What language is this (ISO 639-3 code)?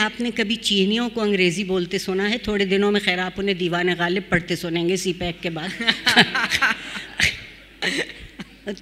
urd